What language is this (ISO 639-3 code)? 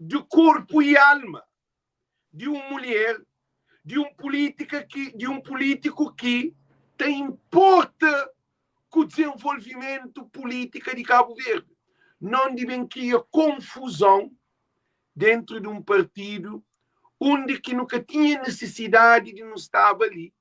kea